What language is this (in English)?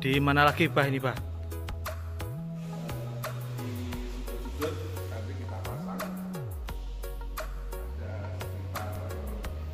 Indonesian